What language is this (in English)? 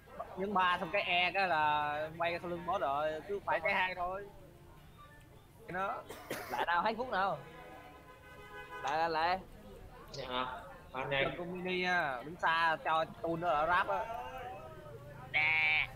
Vietnamese